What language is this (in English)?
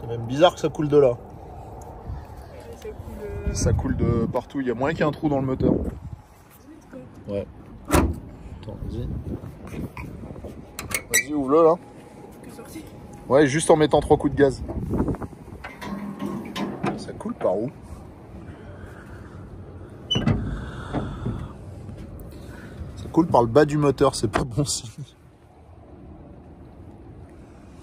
French